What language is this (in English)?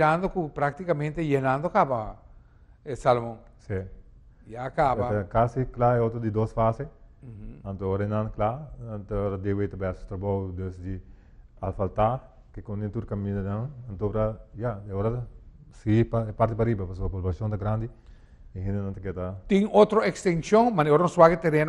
Papiamento